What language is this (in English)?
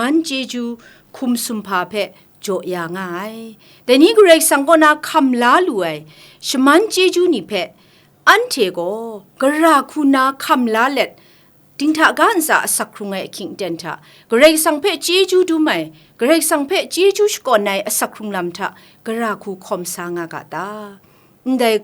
Kachin